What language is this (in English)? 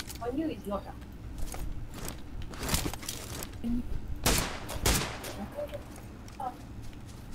Malay